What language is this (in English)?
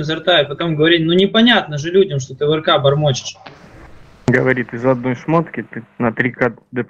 Russian